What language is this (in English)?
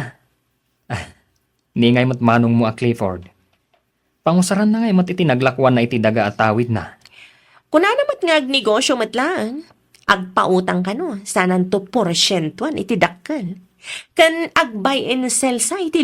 Iloko